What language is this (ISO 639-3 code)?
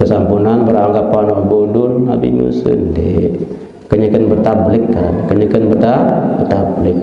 sas